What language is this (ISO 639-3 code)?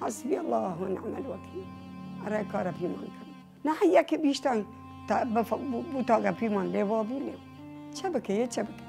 sdh